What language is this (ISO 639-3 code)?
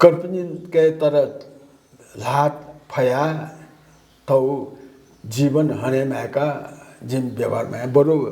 new